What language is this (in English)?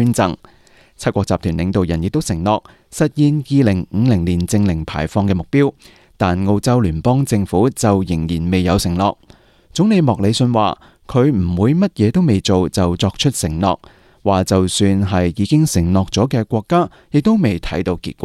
Cantonese